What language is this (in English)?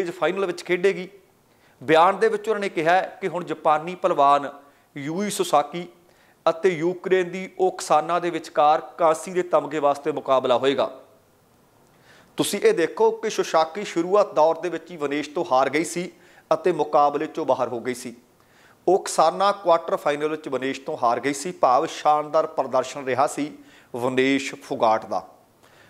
Punjabi